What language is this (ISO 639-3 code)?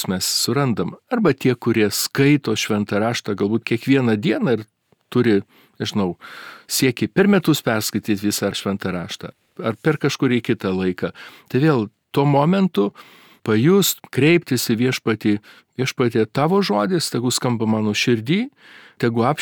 lit